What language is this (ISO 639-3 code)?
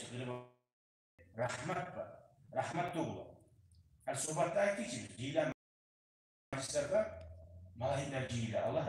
kum